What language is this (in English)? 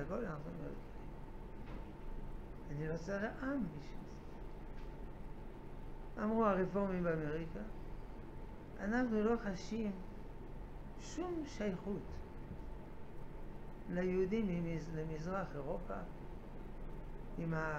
Hebrew